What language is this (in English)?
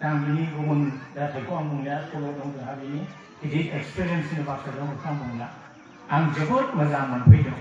Bodo